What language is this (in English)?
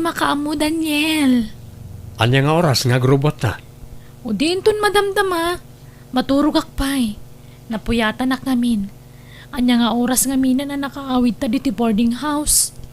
Iloko